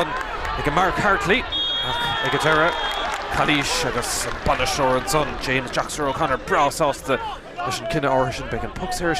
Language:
Irish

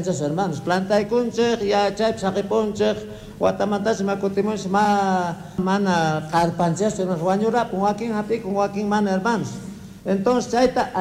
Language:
South Bolivian Quechua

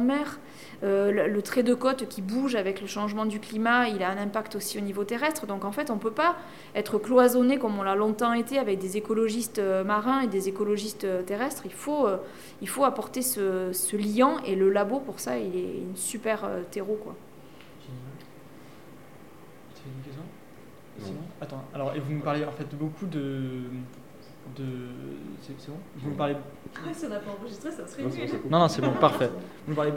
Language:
French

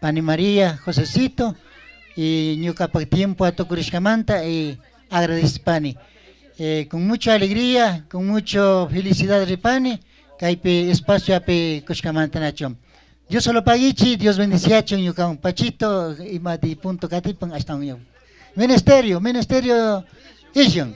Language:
Chimborazo Highland Quichua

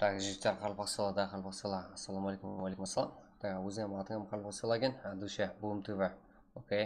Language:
Kara-Kalpak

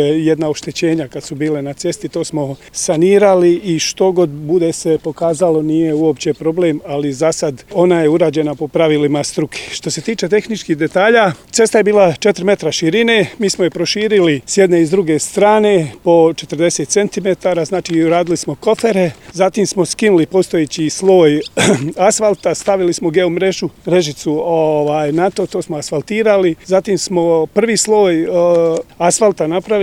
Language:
Croatian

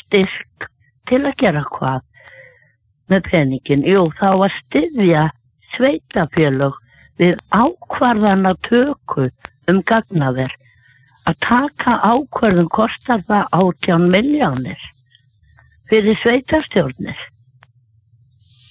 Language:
Icelandic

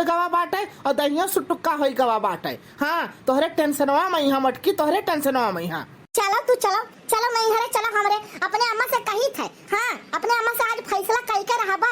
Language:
Awadhi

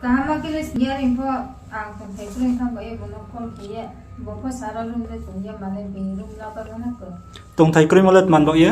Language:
Riang (India)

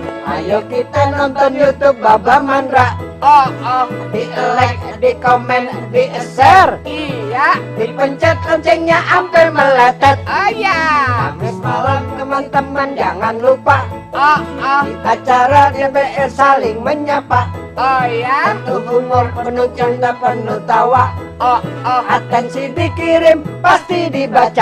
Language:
Betawi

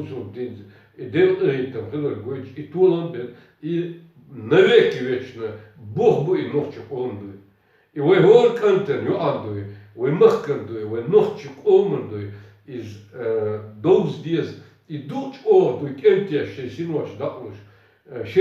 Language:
Chechen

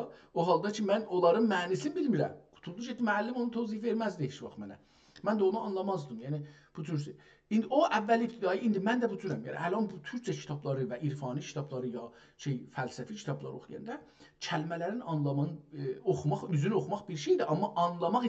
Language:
South Azerbaijani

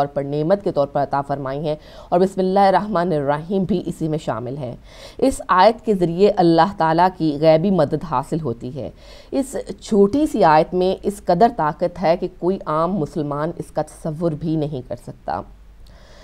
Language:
Urdu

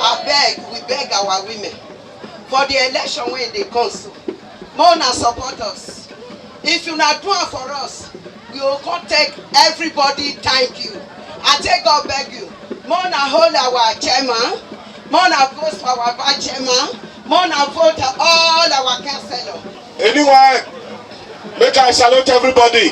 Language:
Nigerian Pidgin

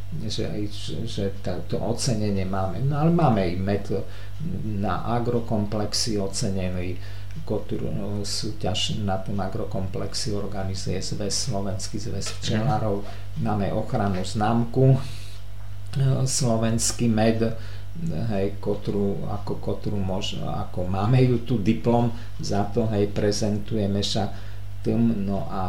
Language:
Slovak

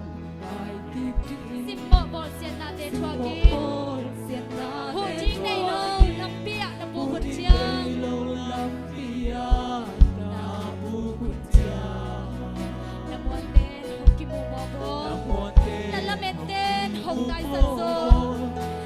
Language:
Tedim Chin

